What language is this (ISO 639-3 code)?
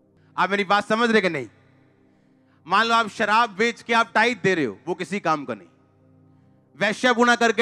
hin